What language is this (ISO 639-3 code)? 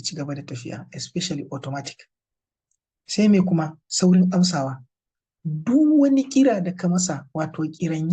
hau